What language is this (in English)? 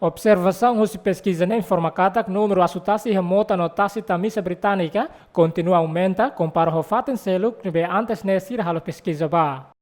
Tetum